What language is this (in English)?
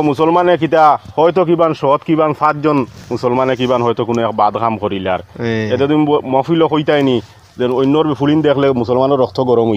Sylheti